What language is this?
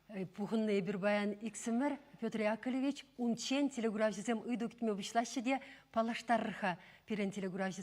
Chuvash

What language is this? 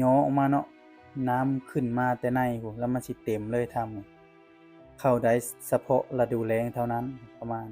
Lao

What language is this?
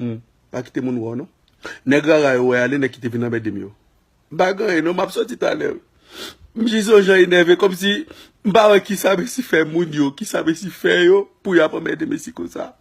Haitian Creole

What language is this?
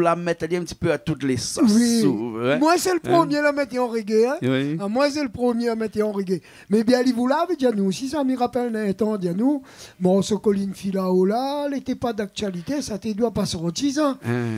Réunion Creole French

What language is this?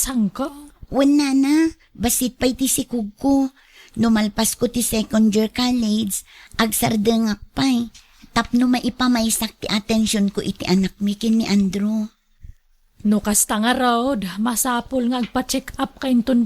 Iloko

